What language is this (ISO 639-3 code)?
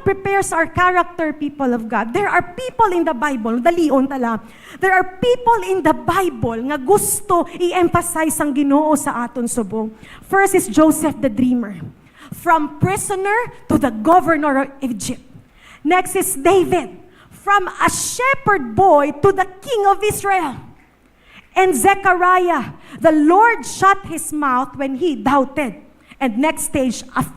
hil